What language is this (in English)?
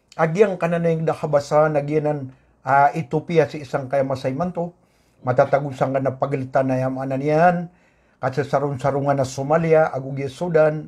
Maranao